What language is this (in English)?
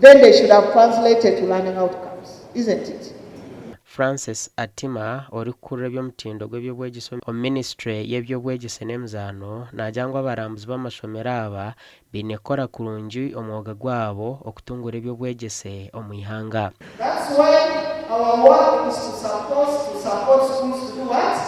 Nyankole